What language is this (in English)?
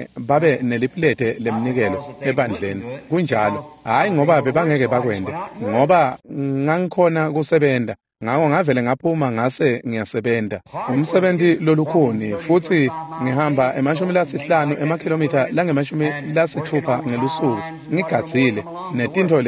Swati